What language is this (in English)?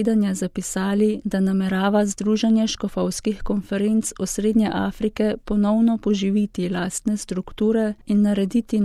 Slovenian